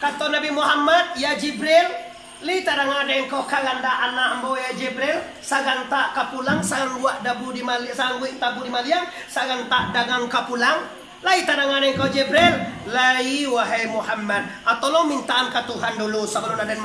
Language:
Minangkabau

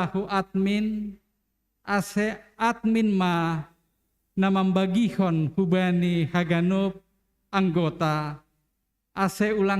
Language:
Batak Simalungun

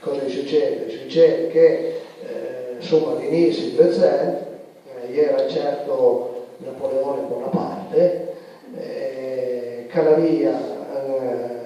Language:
Piedmontese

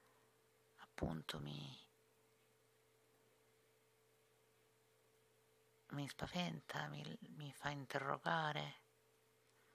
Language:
Italian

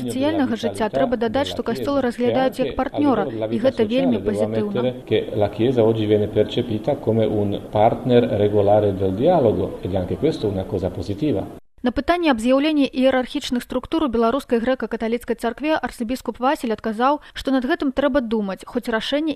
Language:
Belarusian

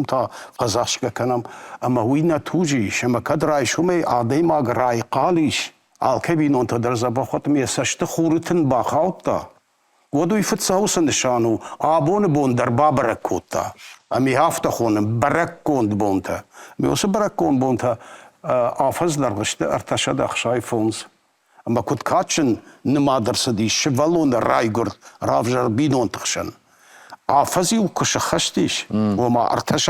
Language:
Ossetic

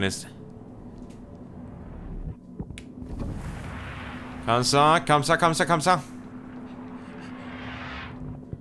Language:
Danish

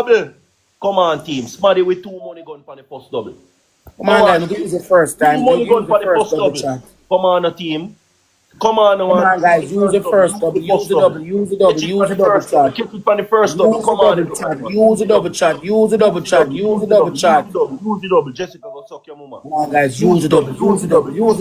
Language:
Jamaican Creole English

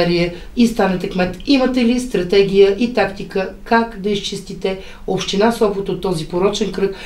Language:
Bulgarian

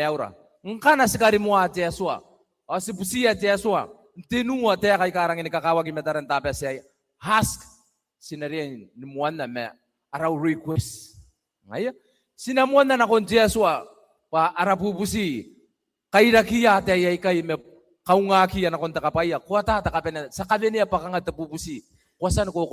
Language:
Gilbertese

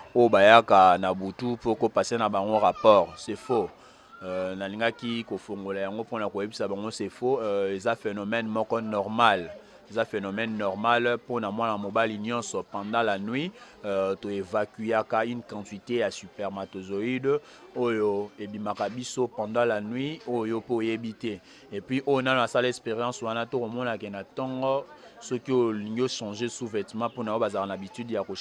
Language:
Lingala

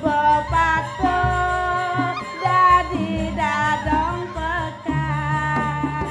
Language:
Balinese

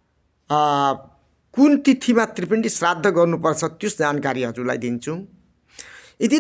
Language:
Nepali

